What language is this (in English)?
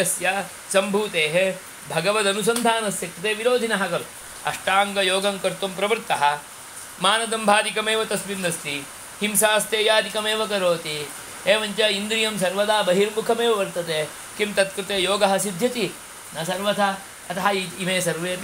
Sanskrit